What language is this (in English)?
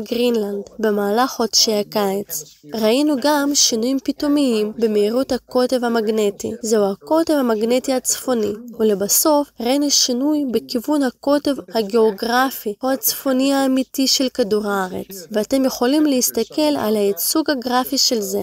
Hebrew